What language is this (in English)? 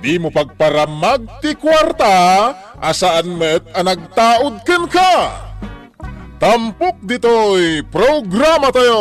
Iloko